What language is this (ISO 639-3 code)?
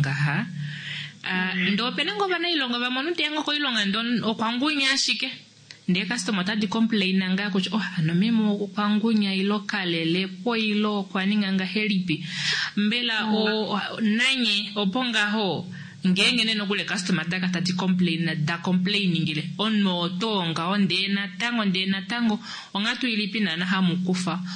kua